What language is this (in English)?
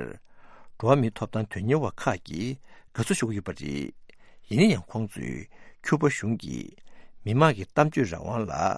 Tibetan